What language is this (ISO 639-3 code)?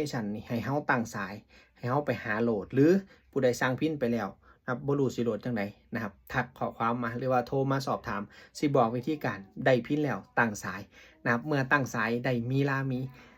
tts